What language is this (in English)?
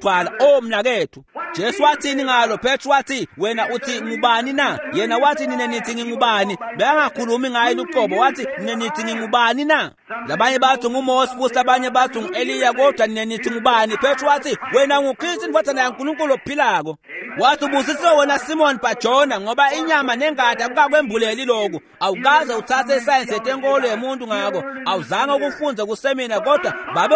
Swati